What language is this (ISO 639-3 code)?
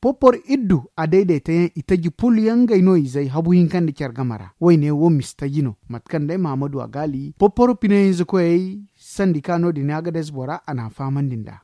dje